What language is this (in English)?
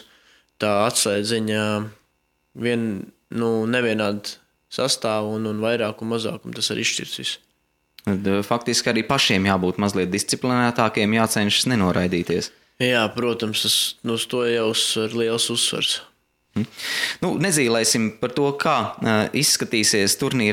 Latvian